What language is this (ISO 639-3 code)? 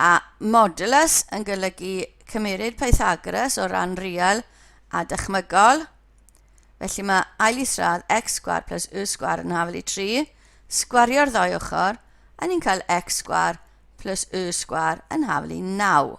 cym